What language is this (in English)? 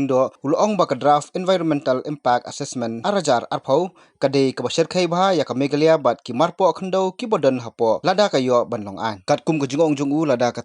Khasi